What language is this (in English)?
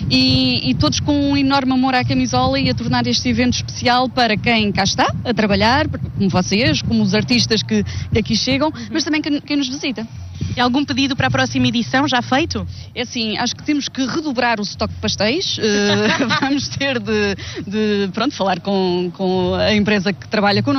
Portuguese